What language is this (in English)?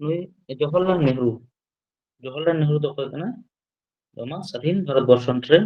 Santali